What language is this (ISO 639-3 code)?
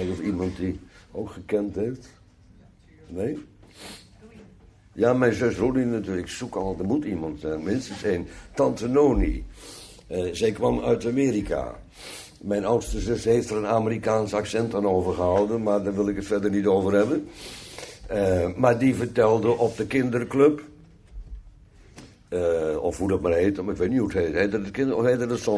nld